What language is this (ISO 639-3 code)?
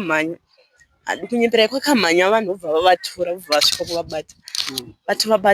sna